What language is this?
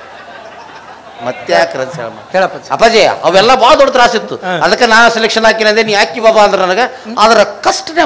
Kannada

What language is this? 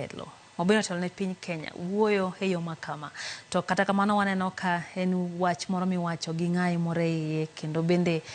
Luo (Kenya and Tanzania)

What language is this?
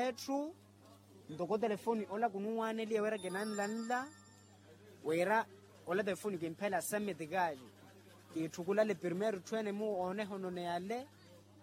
Makhuwa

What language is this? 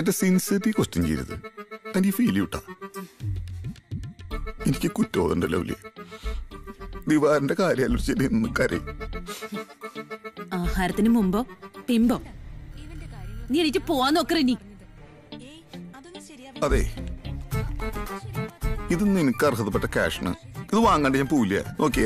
Malayalam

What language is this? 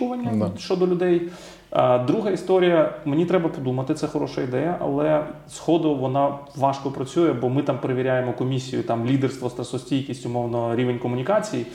Ukrainian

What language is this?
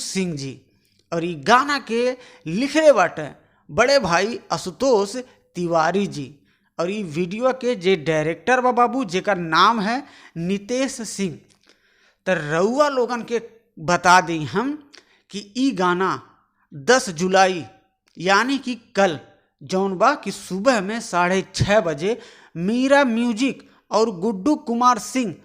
Bhojpuri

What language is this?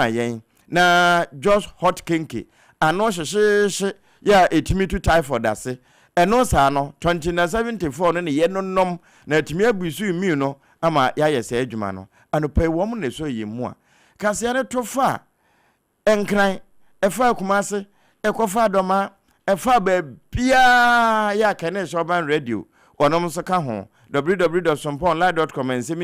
Akan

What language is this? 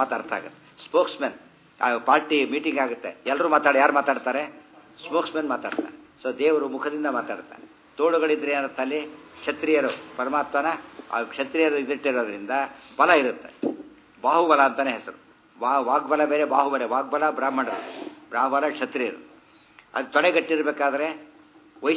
Kannada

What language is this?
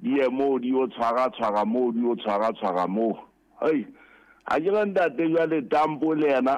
Southern Sotho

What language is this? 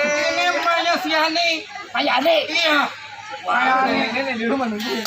Betawi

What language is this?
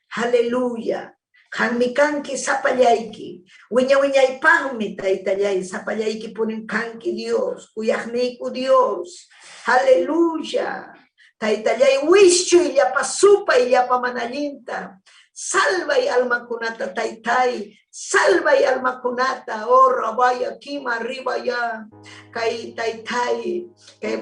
Ayacucho Quechua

